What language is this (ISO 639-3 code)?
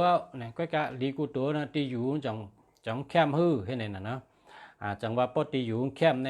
shn